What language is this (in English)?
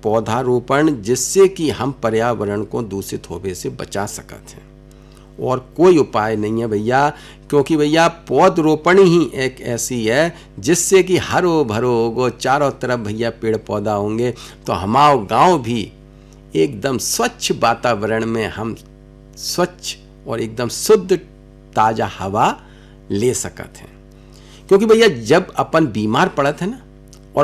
Hindi